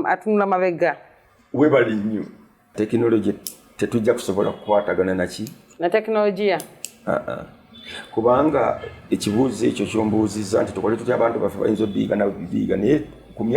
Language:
Ganda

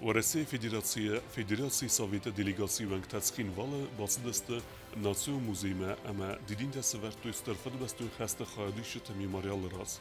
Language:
Ossetic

